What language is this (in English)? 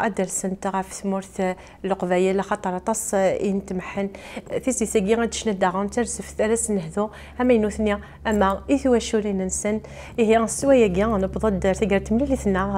Kabyle